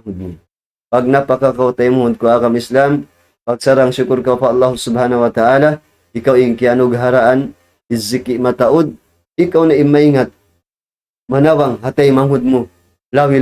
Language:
Tausug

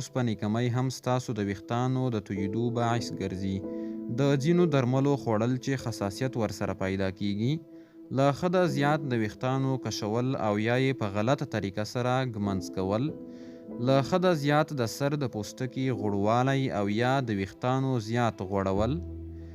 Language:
Pashto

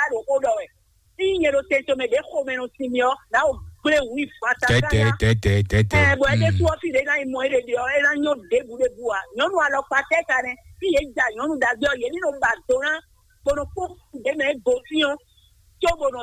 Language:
Fon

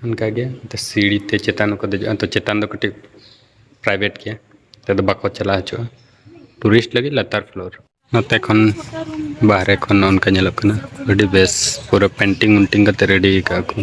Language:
Santali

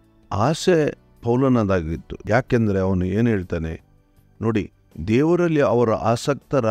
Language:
Kannada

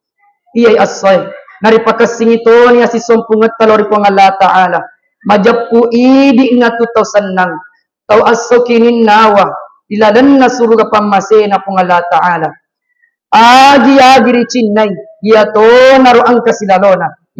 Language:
Buginese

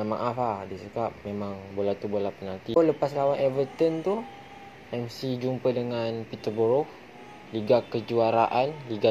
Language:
Malay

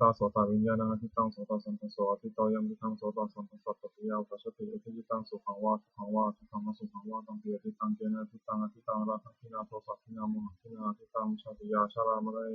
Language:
Pali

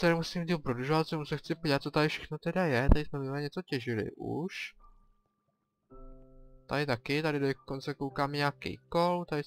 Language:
Czech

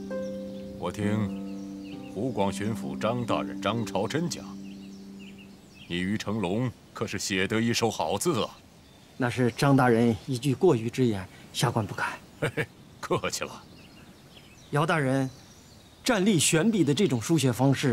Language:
Chinese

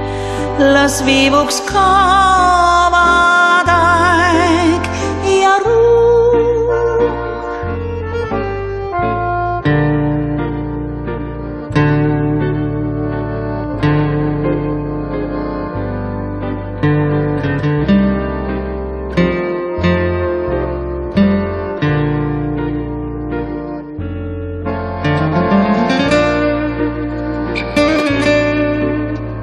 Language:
Estonian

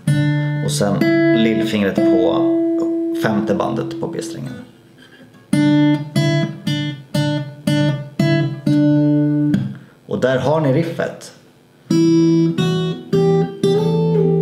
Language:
Swedish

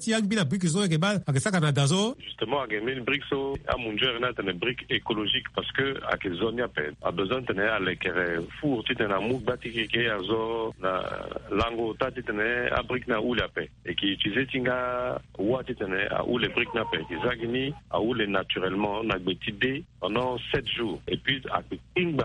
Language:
Sango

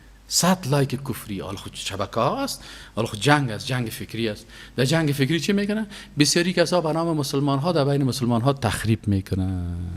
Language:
Persian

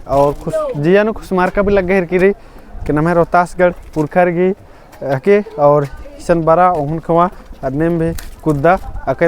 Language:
Kurukh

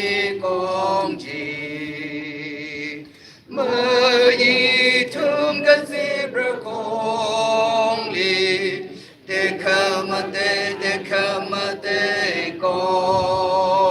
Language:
Tangkhul Naga (India)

